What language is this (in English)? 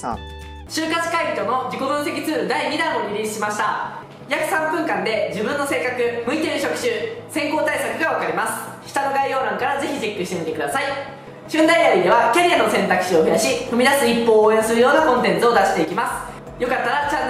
Japanese